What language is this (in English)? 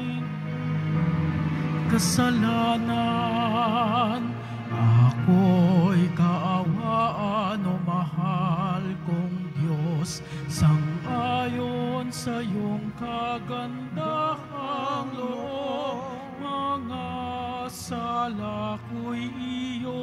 Filipino